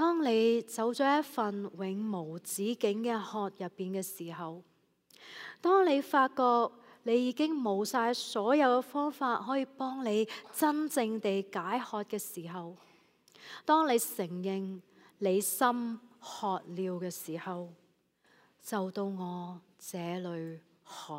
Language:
Cantonese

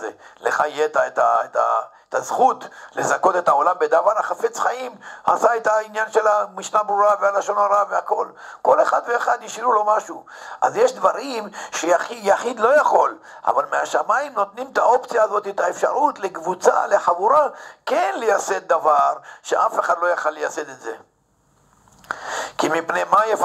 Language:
Hebrew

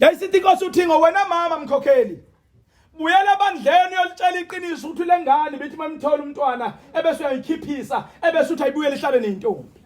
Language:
Zulu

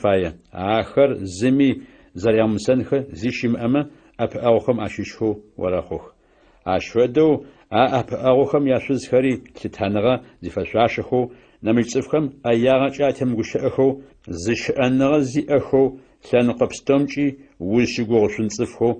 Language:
Adyghe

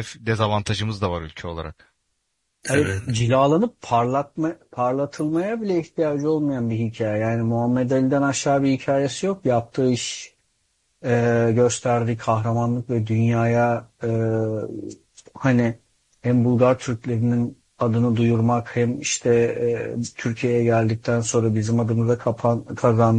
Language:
Turkish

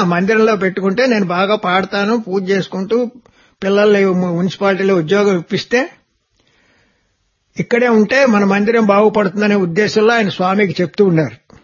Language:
Telugu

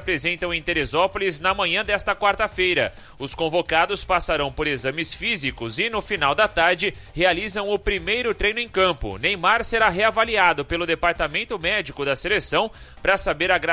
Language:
Portuguese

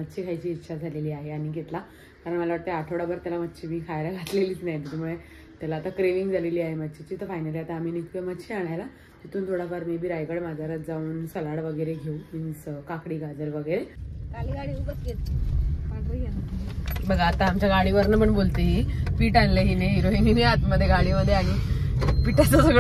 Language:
Marathi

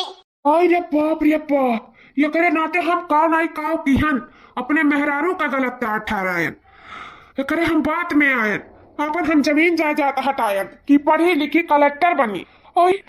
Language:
Awadhi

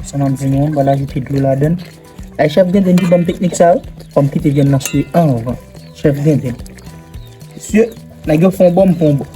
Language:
Haitian Creole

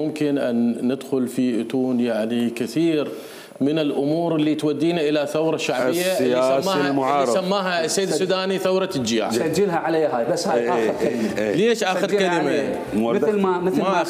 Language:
Mesopotamian Arabic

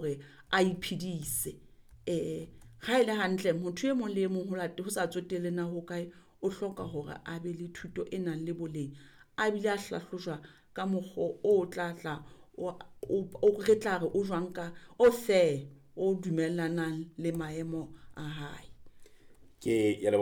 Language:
Southern Sotho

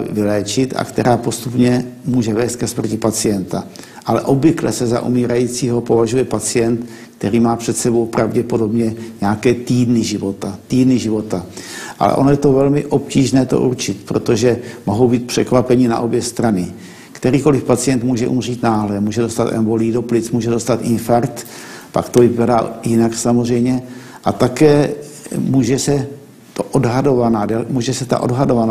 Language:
Czech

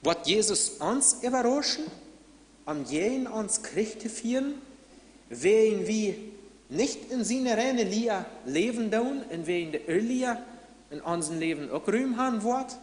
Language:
Plautdietsch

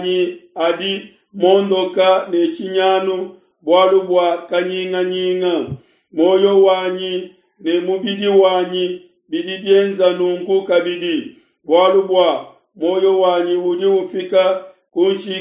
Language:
Luba-Lulua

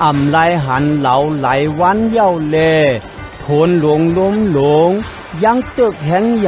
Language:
Shan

